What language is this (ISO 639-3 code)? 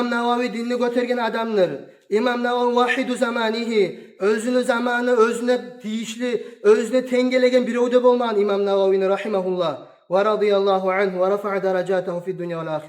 kum